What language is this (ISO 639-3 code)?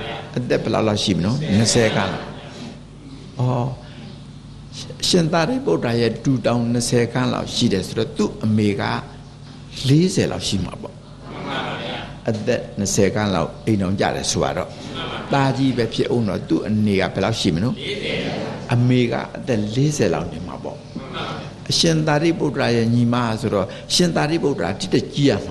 mya